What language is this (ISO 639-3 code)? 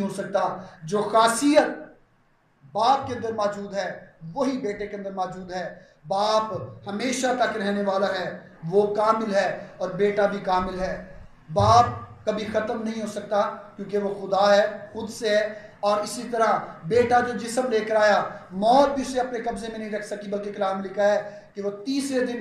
urd